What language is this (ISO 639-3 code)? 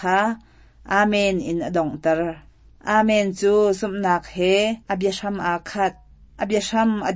cnh